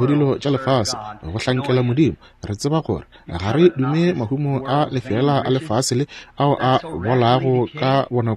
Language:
Northern Sotho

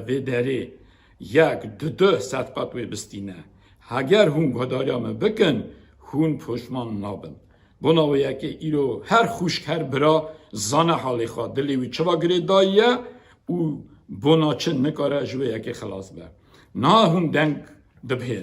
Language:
Kurdish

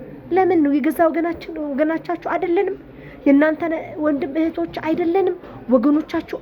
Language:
Amharic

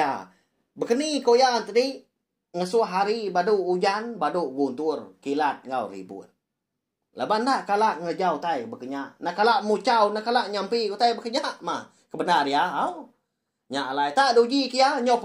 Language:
Iban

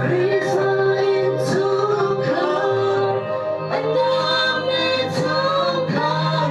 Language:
Hakha Chin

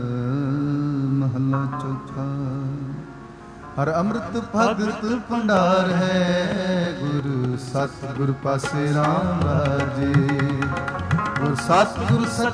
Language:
Punjabi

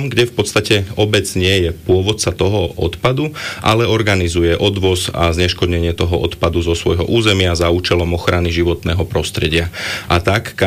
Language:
Slovak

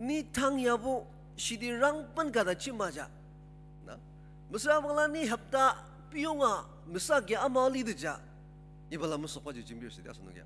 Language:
Ao Naga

